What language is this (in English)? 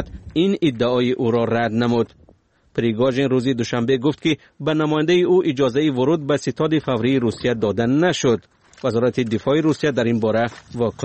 Persian